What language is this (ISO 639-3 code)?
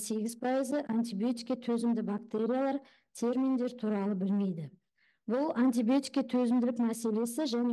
kaz